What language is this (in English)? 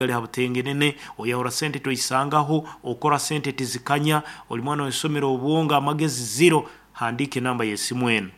Nyoro